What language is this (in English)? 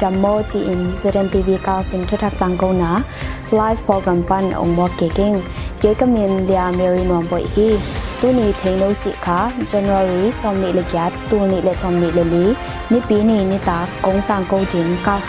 Tedim Chin